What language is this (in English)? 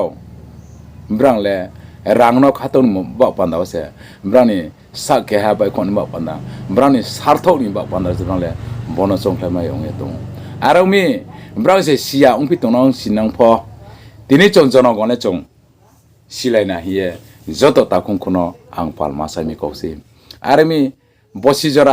Riang (India)